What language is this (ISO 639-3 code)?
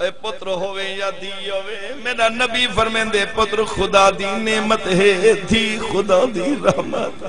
skr